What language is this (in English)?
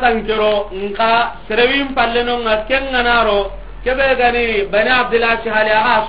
Soninke